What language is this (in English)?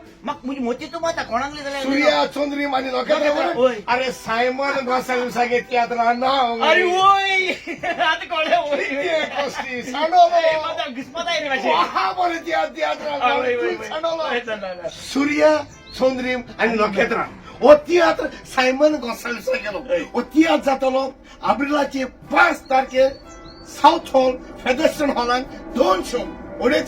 Konkani